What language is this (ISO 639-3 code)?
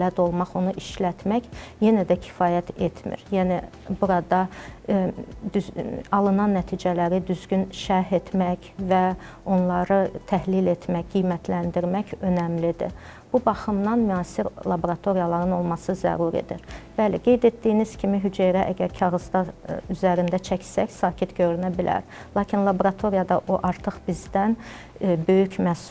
aze